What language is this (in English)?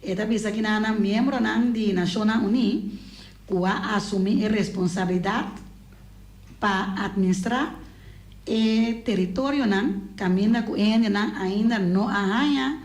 Papiamento